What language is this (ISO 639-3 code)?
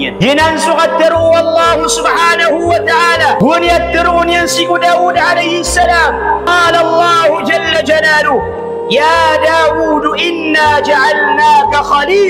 mrw